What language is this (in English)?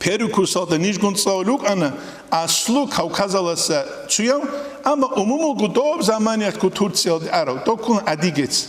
Avaric